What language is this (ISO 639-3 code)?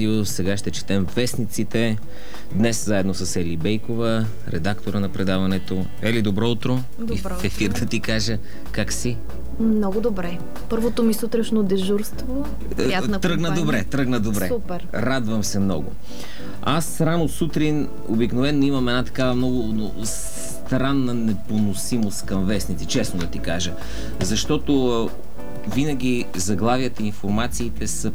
bul